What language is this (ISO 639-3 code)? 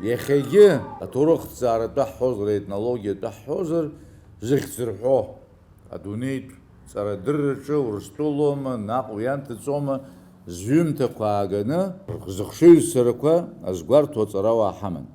abk